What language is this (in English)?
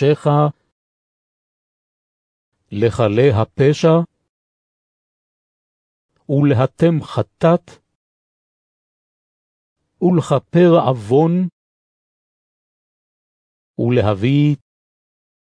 Hebrew